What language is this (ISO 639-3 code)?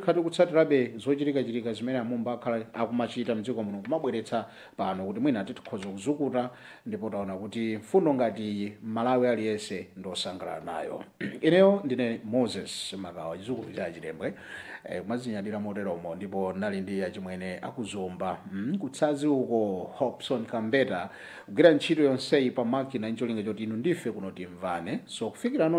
nya